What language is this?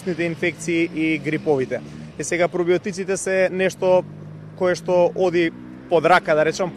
Macedonian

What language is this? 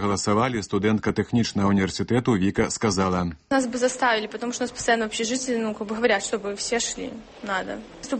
Belarusian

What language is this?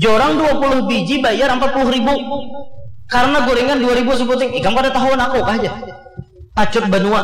Banjar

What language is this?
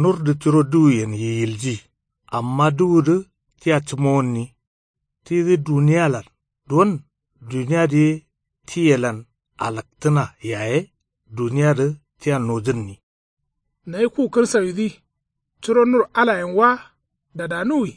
Kanuri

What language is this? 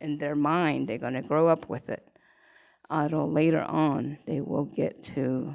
Navajo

